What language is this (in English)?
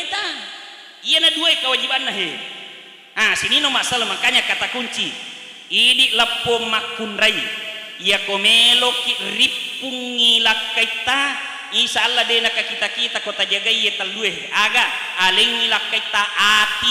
Buginese